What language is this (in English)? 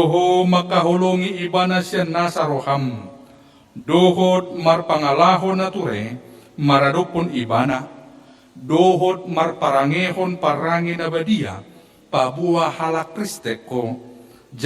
Batak Toba